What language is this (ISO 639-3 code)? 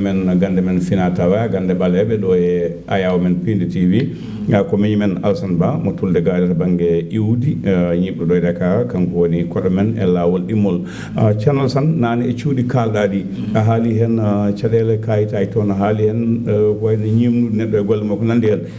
ful